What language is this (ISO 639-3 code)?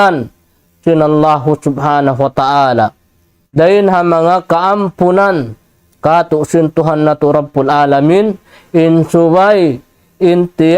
tsg